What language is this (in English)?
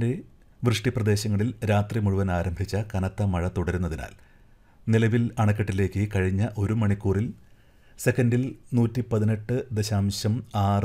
Malayalam